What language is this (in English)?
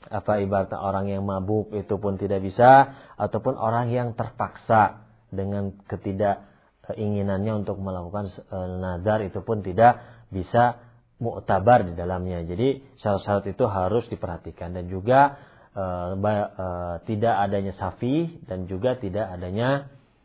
Indonesian